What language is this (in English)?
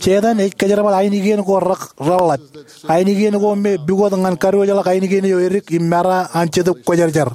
Marshallese